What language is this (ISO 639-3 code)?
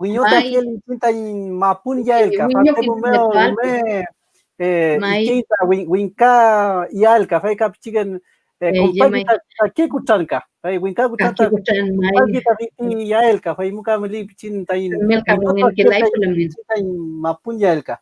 arn